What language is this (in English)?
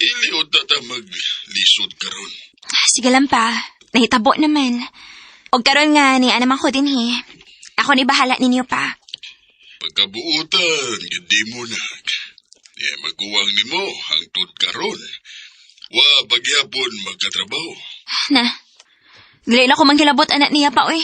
Cebuano